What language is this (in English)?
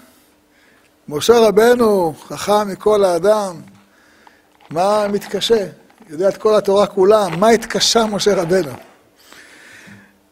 Hebrew